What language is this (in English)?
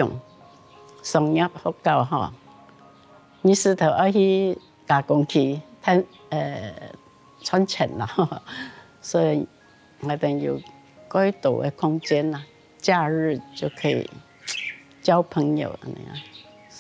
Hakka Chinese